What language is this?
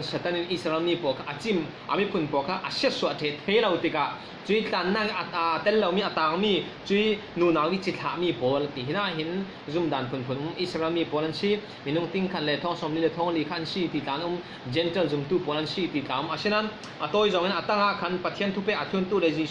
Falam Chin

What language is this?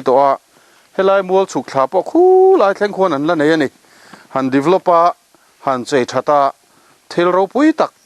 Mizo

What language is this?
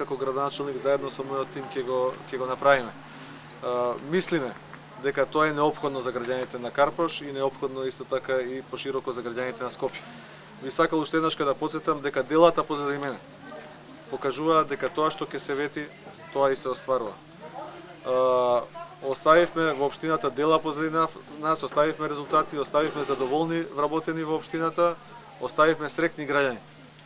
Macedonian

